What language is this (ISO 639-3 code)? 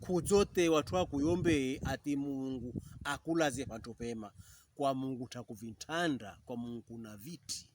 pkb